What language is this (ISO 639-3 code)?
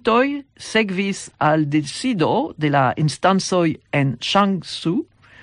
epo